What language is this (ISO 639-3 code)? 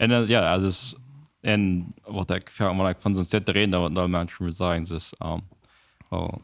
pdt